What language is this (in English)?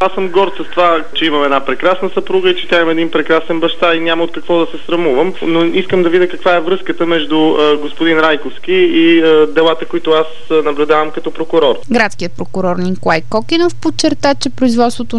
Bulgarian